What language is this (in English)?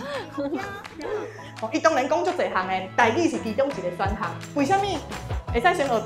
Min Nan Chinese